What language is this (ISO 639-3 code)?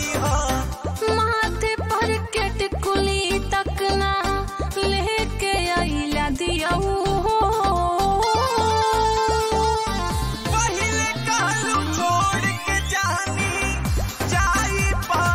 bho